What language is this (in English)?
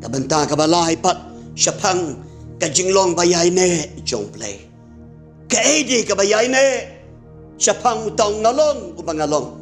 Khasi